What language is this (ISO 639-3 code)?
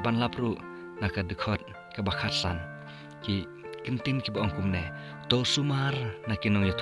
kha